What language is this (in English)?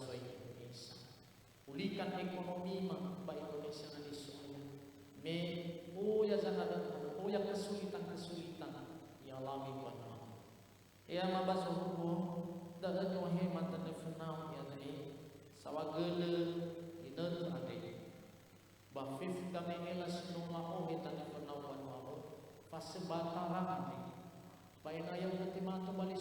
Nias